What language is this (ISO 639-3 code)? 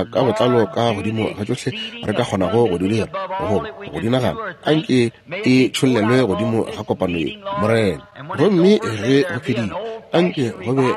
nso